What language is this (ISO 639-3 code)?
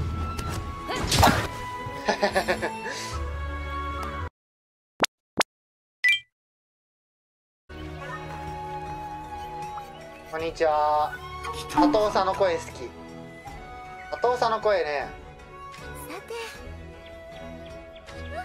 jpn